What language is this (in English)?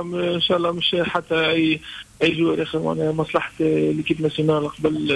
Tunisian Arabic